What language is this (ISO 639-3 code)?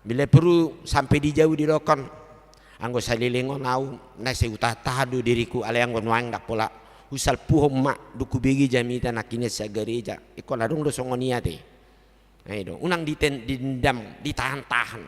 bbc